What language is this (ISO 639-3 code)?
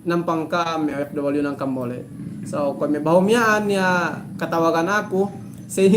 yka